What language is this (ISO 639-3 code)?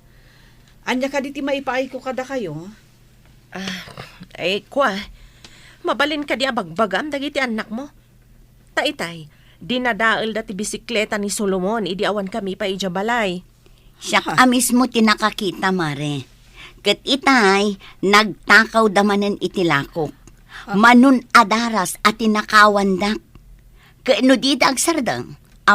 ilo